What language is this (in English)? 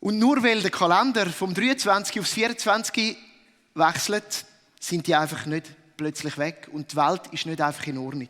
Swiss German